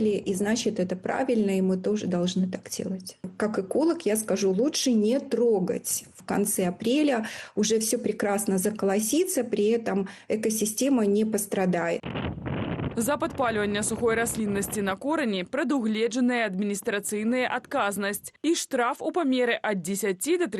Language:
Belarusian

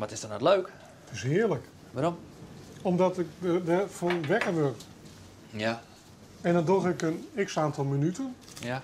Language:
Western Frisian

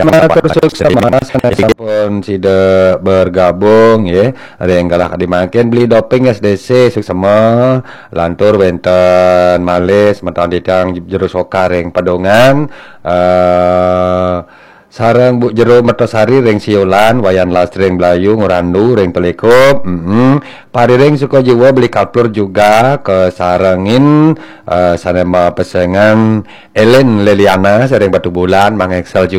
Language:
Balinese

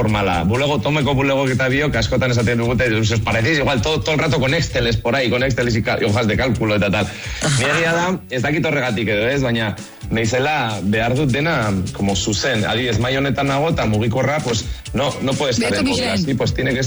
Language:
Basque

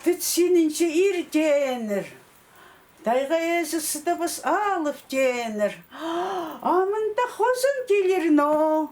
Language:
Khakas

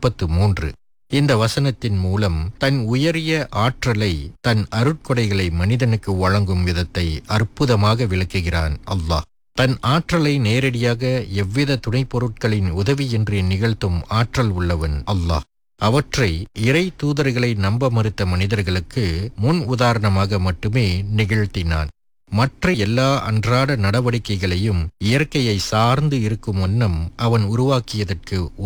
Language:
Tamil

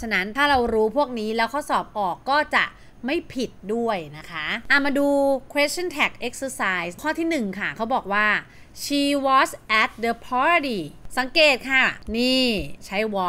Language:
Thai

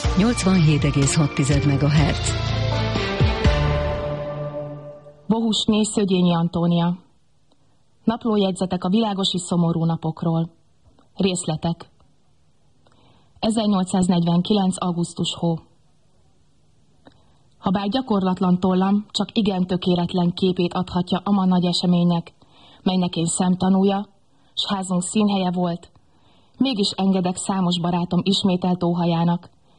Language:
Hungarian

